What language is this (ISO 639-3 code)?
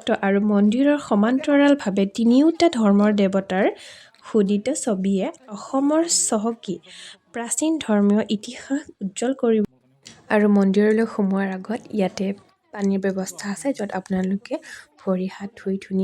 asm